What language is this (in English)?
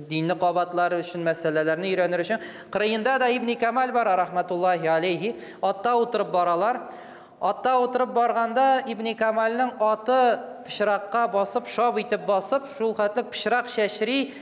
Tatar